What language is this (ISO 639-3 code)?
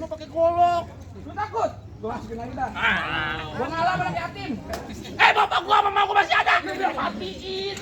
bew